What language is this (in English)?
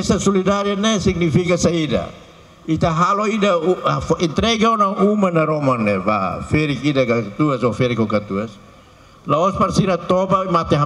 Tetum